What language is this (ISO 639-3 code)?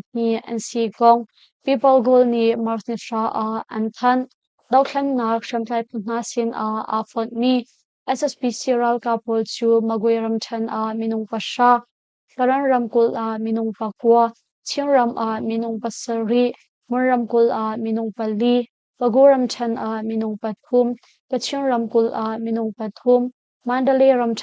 cnh